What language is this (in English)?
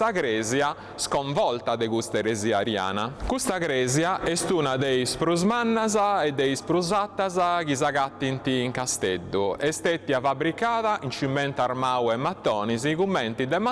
Sardinian